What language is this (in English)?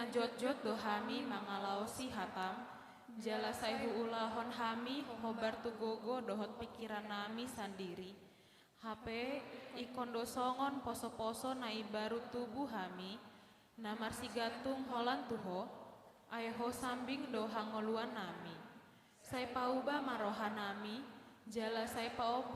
Batak Toba